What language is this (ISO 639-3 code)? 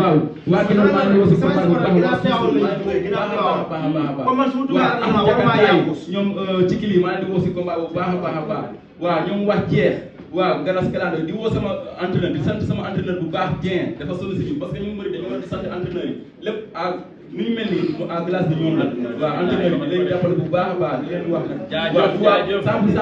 wol